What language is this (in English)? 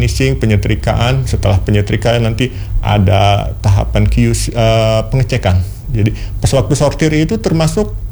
Indonesian